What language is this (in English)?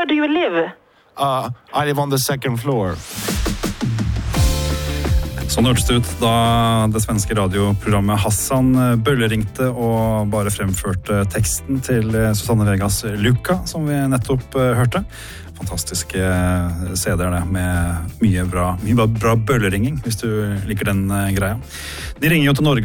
Norwegian